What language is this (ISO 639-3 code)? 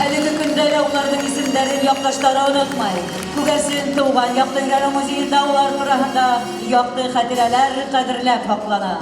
bak